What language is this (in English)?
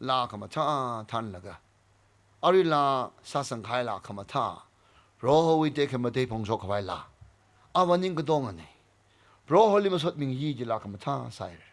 Tangkhul Naga (India)